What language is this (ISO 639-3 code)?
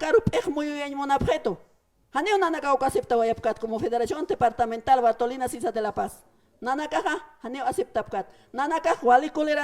aym